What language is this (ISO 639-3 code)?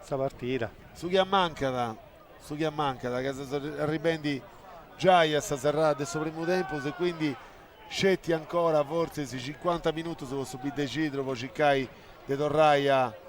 srd